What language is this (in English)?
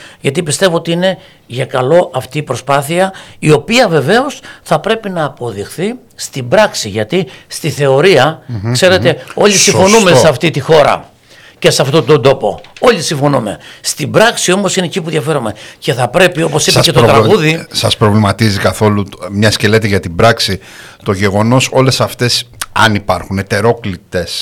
Greek